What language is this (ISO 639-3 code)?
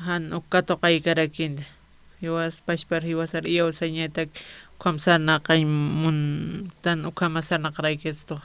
aym